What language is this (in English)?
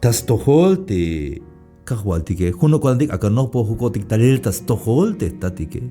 Tzeltal